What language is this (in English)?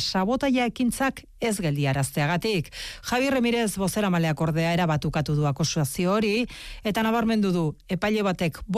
Basque